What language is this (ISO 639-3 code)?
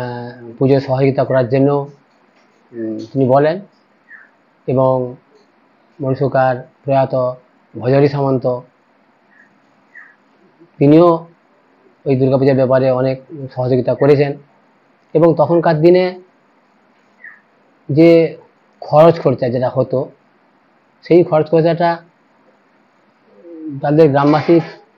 ben